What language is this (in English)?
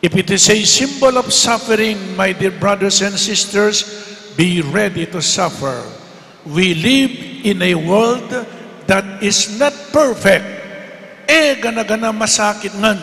Pampanga